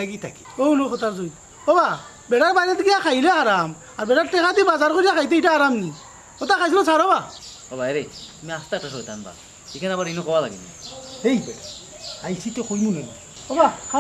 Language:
Sylheti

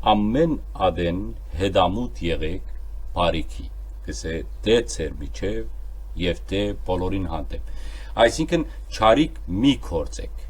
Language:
Western Armenian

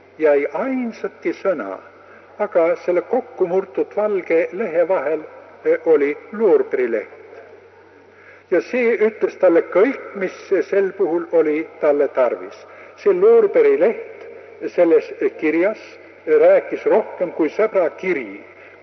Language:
Estonian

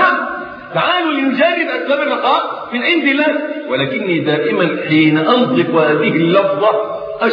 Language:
Arabic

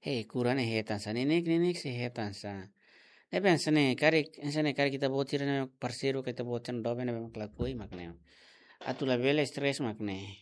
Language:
Tetum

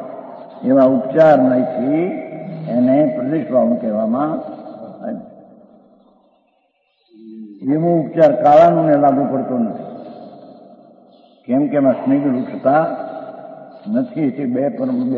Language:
Gujarati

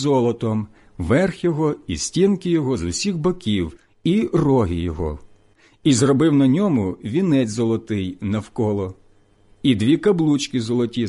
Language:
Ukrainian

